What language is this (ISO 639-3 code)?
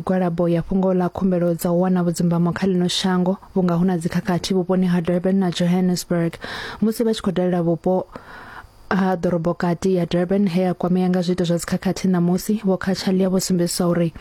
ven